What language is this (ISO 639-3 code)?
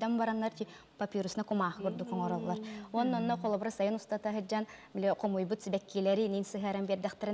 sah